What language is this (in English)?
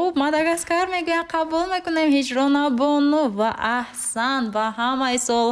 Tajik